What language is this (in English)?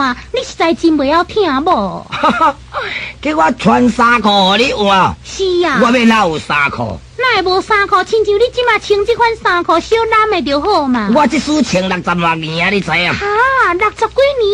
Min Nan Chinese